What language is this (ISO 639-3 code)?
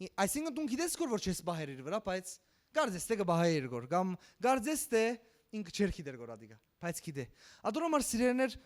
hyw